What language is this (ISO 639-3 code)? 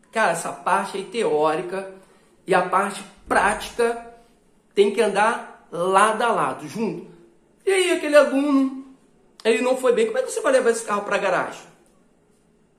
por